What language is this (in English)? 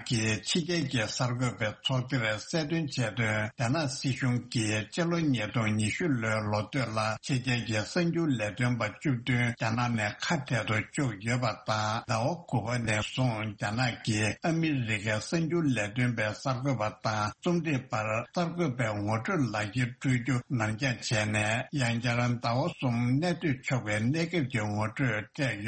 Tibetan